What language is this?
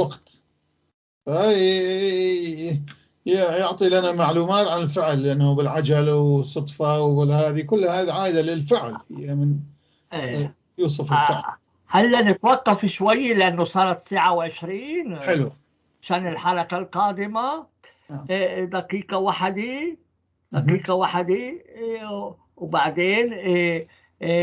North Levantine Arabic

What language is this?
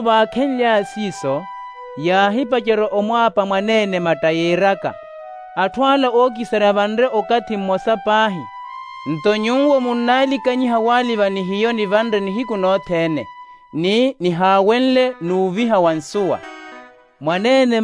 Makhuwa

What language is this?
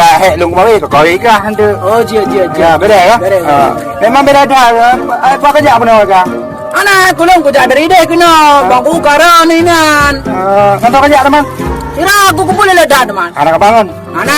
Achinese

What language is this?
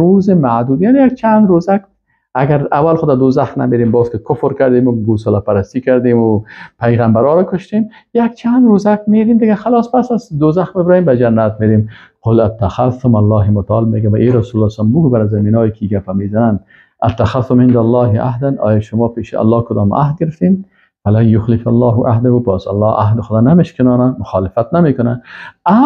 Persian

